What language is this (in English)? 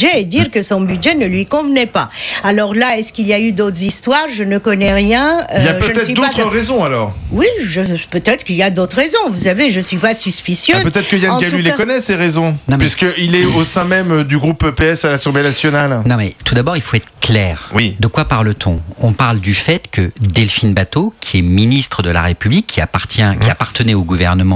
French